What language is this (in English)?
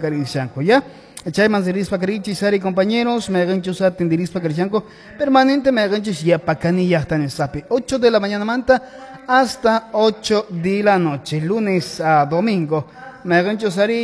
Quechua